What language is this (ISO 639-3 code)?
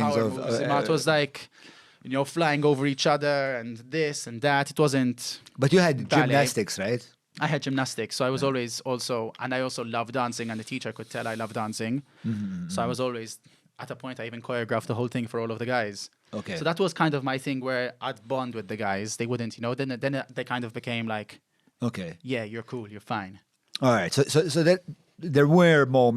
eng